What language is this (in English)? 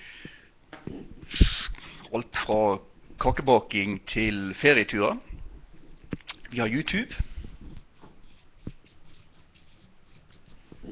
Norwegian